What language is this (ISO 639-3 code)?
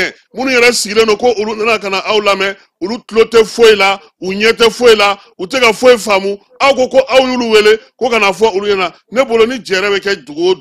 bam